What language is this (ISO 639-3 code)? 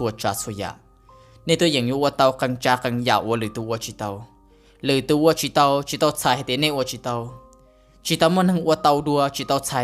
hmn